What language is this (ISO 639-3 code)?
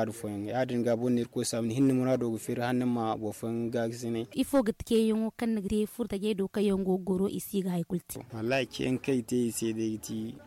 dje